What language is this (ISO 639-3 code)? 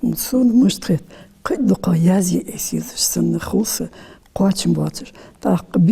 inh